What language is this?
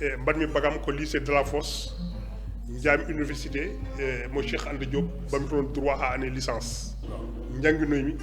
Fula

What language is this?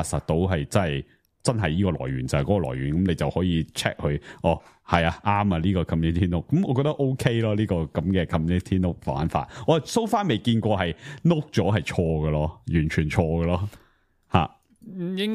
Cantonese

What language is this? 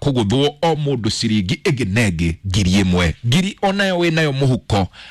Kikuyu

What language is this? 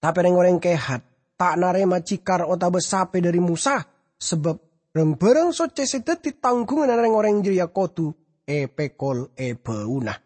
Madurese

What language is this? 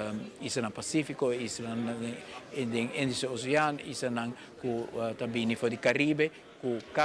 Papiamento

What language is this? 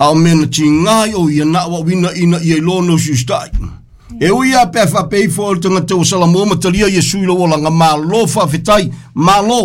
Samoan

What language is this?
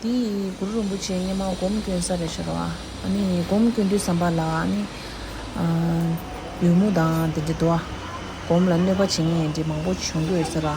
Tibetan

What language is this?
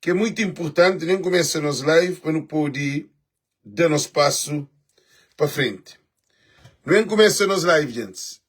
Kabuverdianu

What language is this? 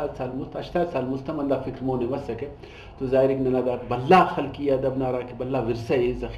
Brahui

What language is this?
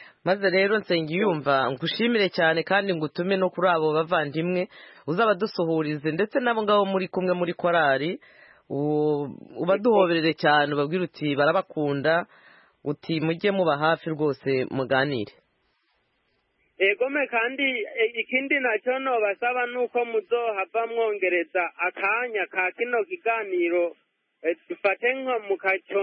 Kinyarwanda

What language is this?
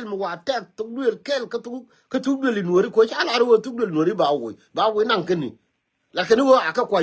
Nuer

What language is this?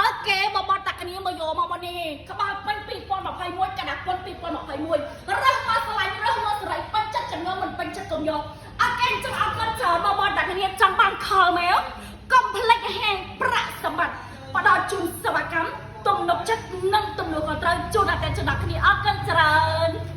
Khmer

